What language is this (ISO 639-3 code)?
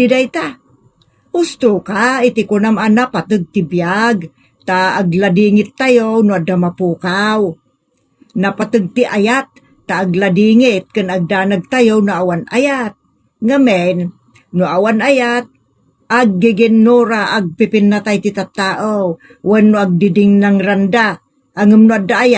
ilo